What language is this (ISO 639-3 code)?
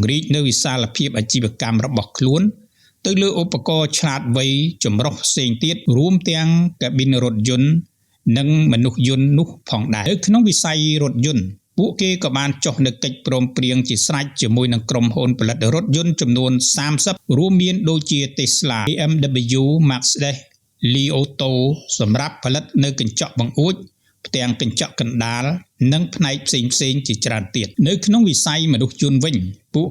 khm